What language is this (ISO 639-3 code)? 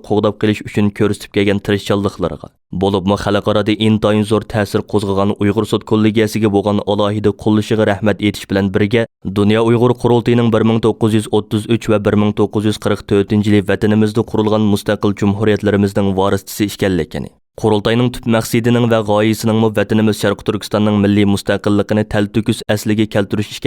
uig